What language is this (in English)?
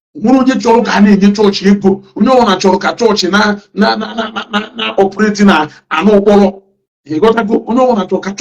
Igbo